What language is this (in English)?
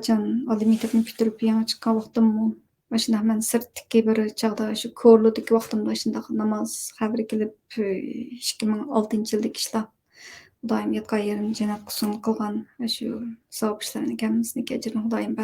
Uyghur